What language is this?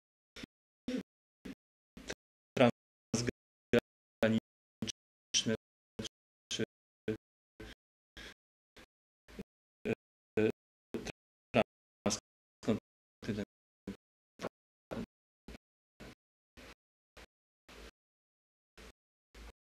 Polish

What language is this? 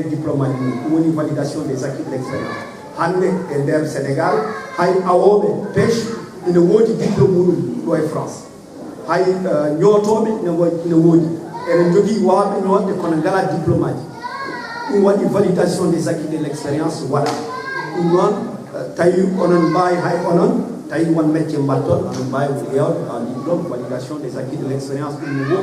Fula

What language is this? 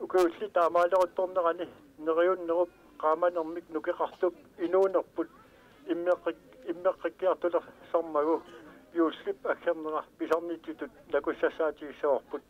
Kalaallisut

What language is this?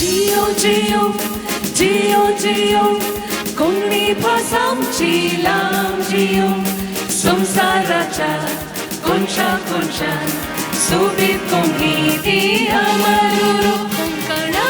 Konkani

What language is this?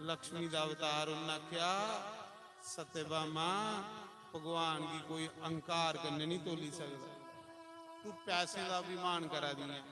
Dogri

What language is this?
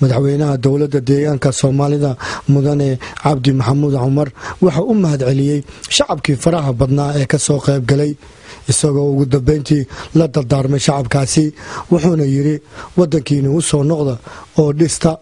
Somali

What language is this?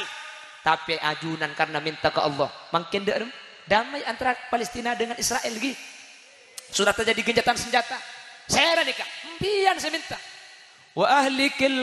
Madurese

